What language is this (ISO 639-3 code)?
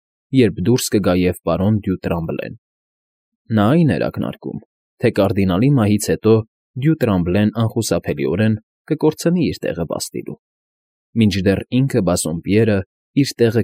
hye